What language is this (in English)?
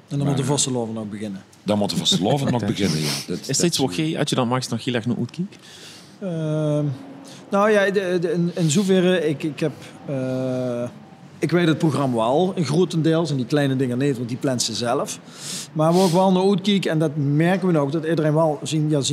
Limburgish